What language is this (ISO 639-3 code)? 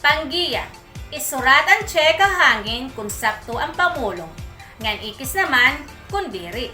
war